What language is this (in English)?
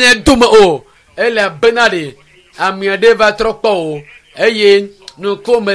Ewe